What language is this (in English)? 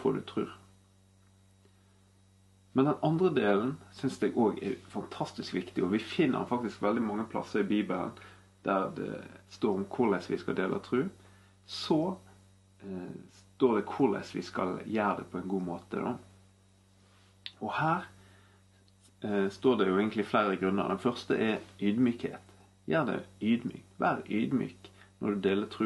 Norwegian